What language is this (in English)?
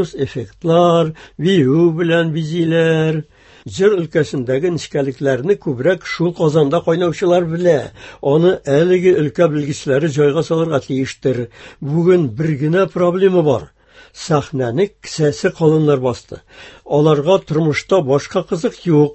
Tatar